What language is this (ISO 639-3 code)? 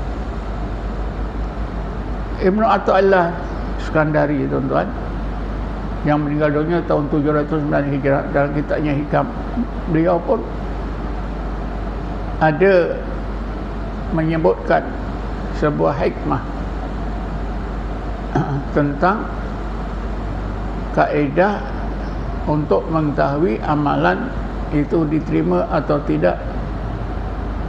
msa